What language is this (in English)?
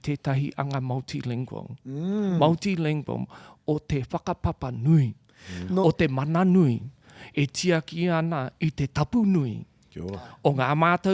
Māori